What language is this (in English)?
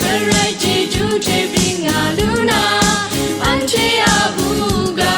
Kachin